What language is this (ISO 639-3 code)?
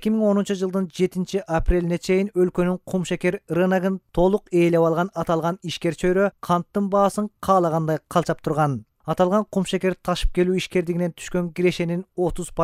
kir